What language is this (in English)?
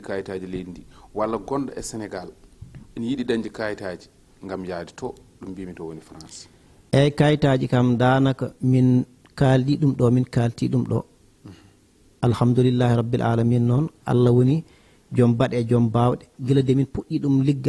Fula